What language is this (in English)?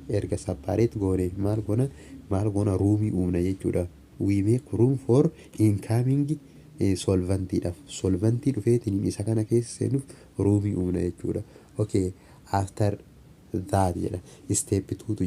Oromo